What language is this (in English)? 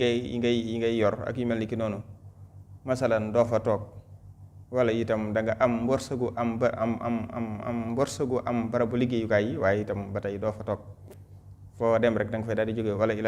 Wolof